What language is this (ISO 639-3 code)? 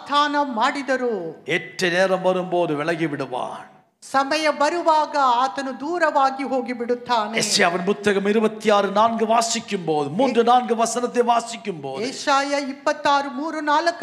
tam